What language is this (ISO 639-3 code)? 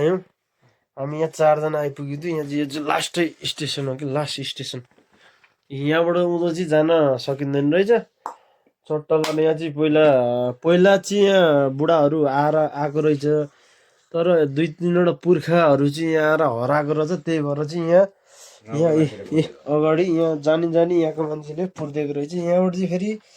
nep